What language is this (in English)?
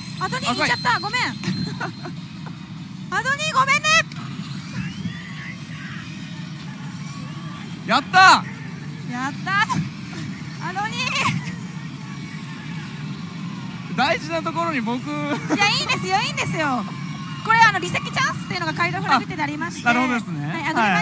Japanese